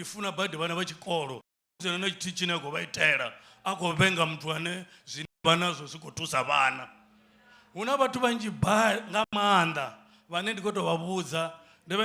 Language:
Venda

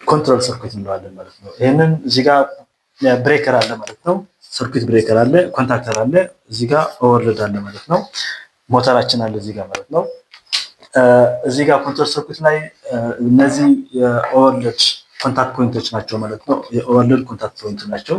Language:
Amharic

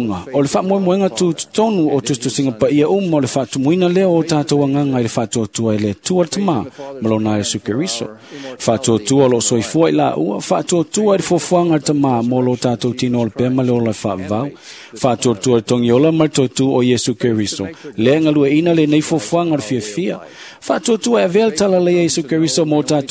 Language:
Samoan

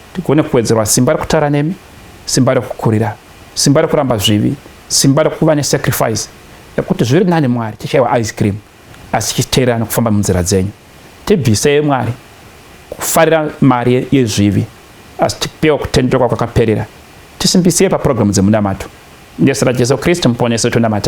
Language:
Shona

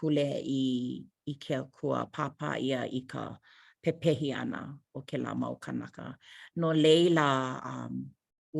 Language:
Hawaiian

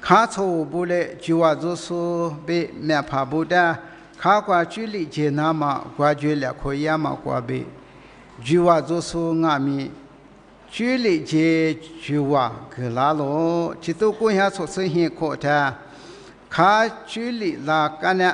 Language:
Lisu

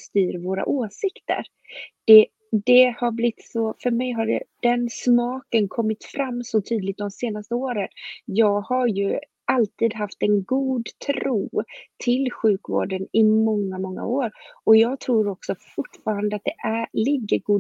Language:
Swedish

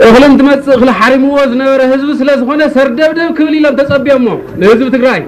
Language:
Tigrinya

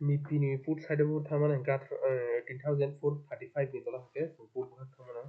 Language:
Kok Borok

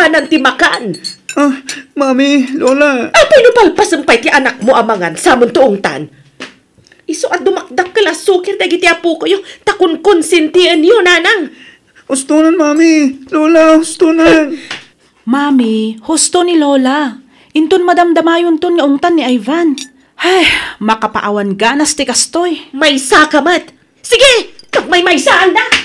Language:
Iloko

